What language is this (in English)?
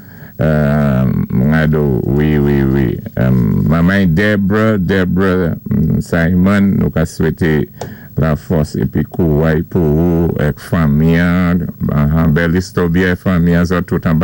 Saint Lucian Creole French